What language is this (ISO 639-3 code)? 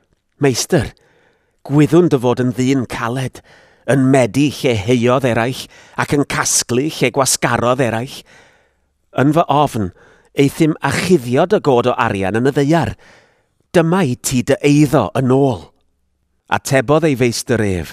cym